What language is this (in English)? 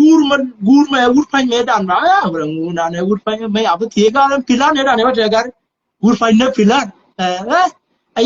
Nuer